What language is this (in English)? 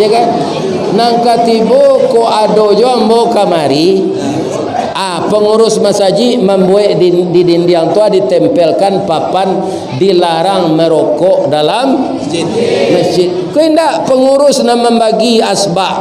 Minangkabau